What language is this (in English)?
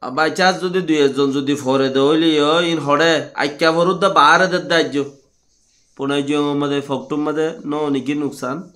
Rohingya